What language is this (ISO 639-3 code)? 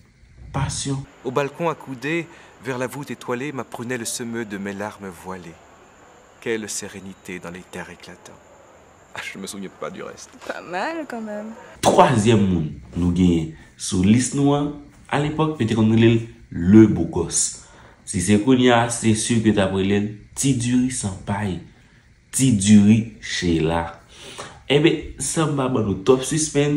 hat